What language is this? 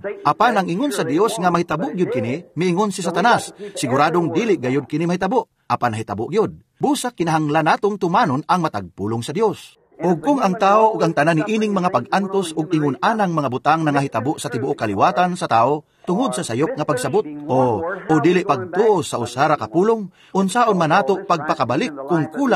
Cebuano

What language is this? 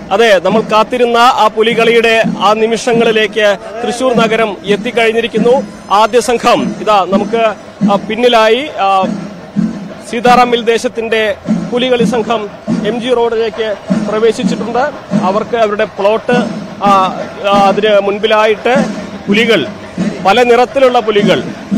Malayalam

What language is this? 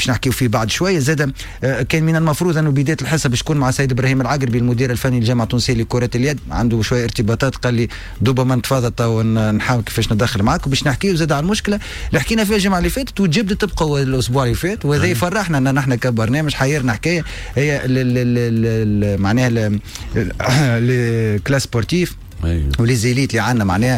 Tunisian Arabic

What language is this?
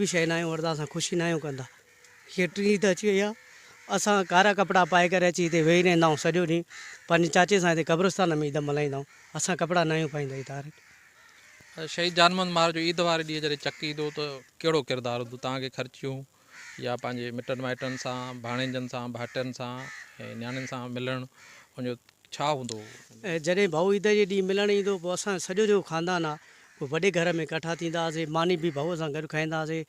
Sindhi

